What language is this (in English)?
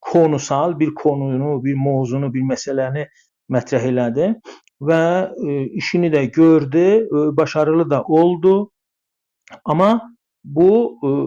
South Azerbaijani